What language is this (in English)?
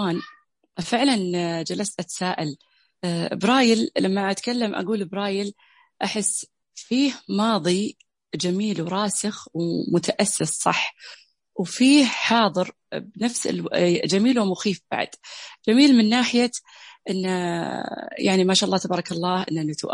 Najdi Arabic